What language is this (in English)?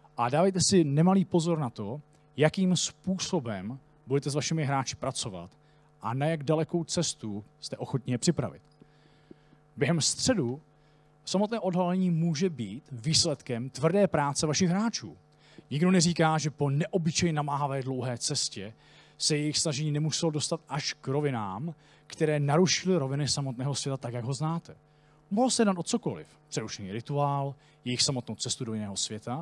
Czech